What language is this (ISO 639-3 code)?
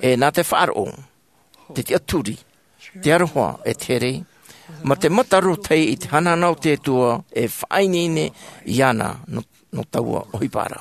tah